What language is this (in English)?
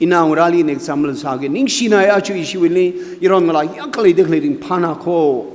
Tangkhul Naga (India)